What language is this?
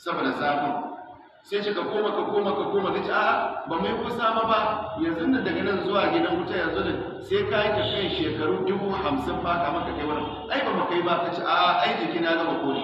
Hausa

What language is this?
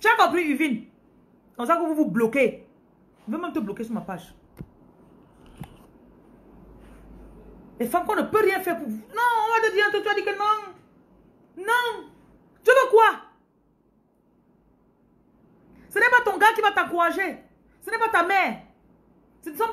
French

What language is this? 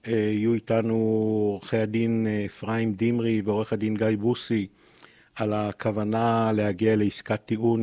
Hebrew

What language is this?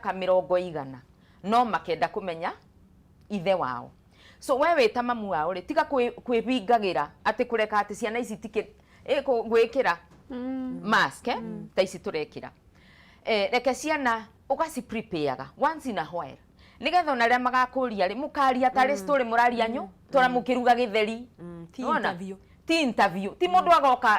Kikuyu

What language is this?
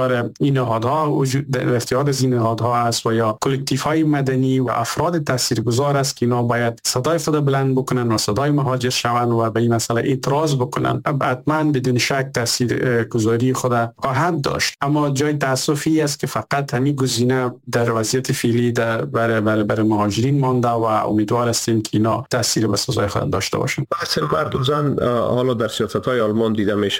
Persian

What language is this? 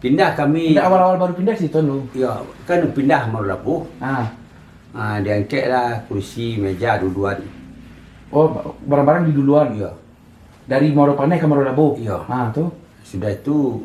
Minangkabau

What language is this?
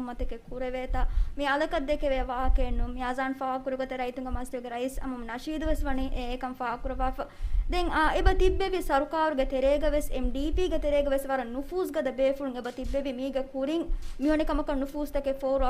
Divehi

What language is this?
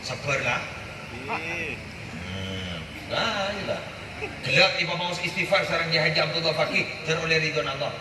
Madurese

